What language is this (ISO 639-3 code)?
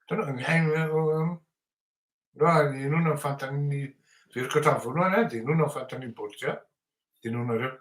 mlg